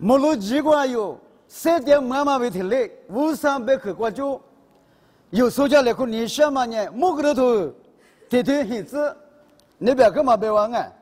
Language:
Lisu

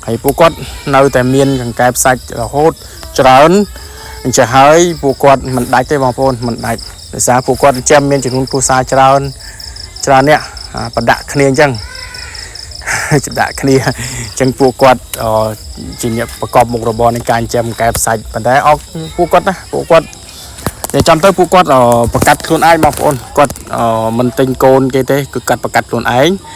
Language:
Khmer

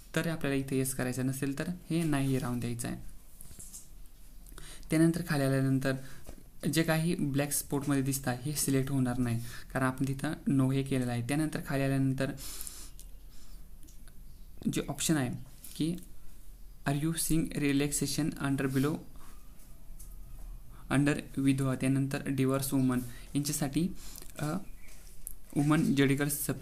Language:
Marathi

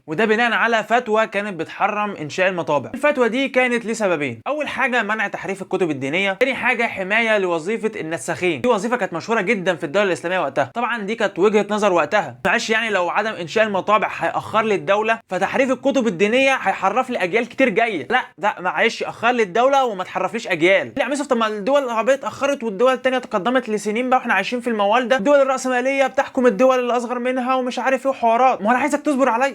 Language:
Egyptian Arabic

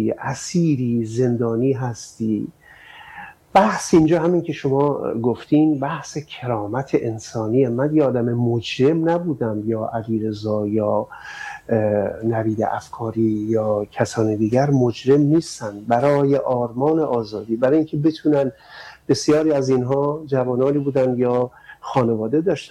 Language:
Persian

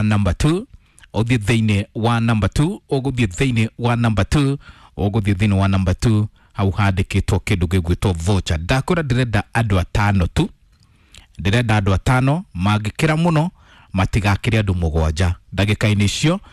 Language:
Kikuyu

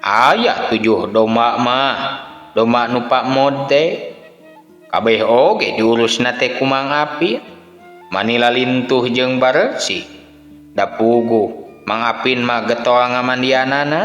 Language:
Sundanese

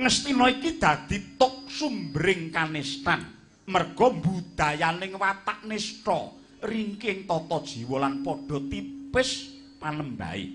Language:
Javanese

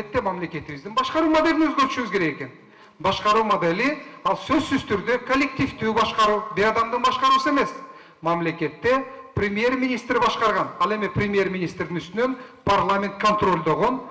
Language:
Kyrgyz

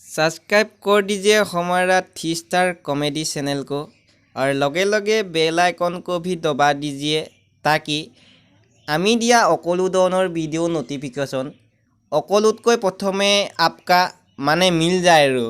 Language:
Assamese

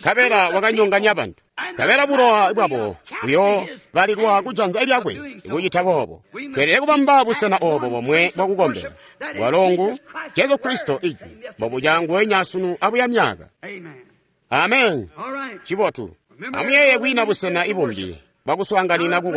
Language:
Tonga (Zambia)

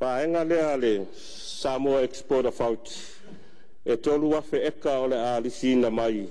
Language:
Samoan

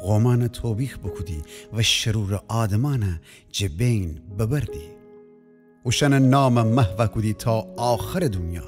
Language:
Gilaki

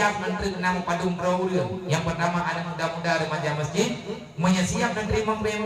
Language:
Achinese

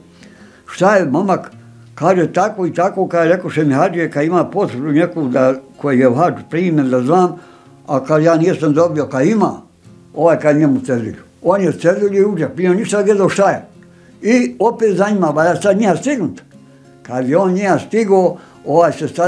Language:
Bosnian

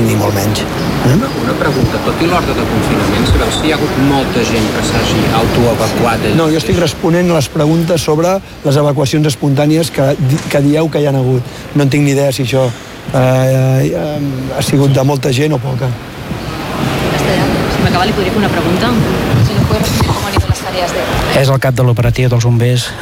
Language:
Catalan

